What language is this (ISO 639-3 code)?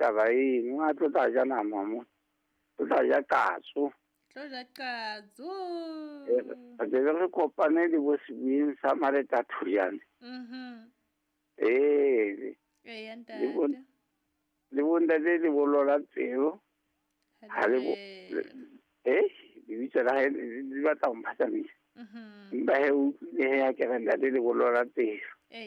sot